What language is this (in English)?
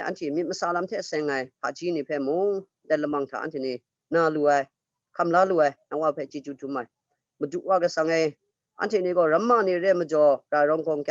Kachin